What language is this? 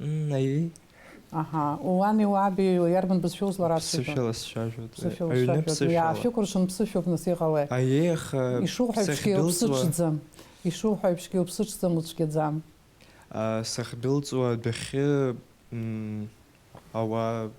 Abkhazian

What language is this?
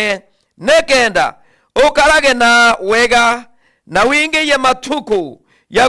Meru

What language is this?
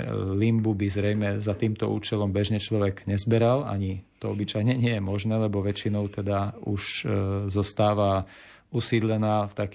Slovak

